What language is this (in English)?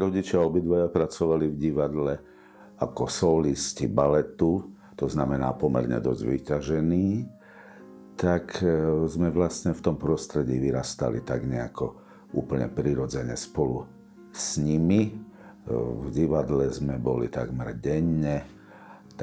Slovak